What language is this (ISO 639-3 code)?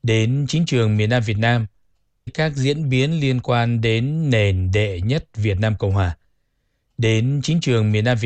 vie